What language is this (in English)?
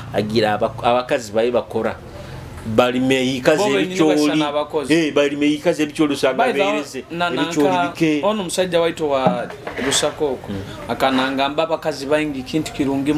Nyoro